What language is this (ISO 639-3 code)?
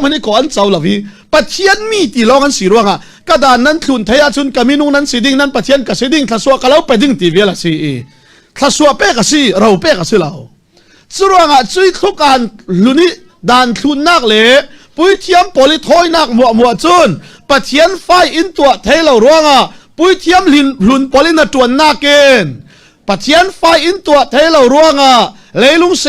cfm